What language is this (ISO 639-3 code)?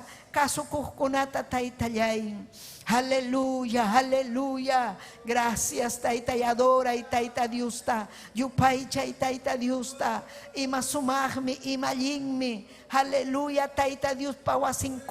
quy